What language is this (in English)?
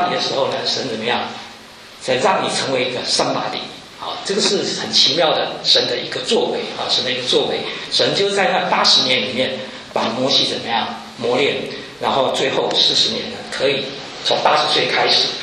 Chinese